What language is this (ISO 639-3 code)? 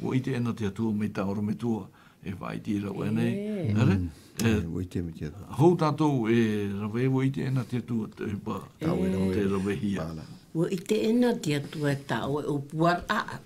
tah